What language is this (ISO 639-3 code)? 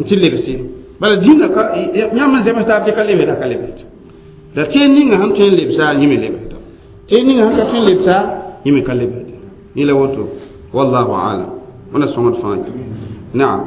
mos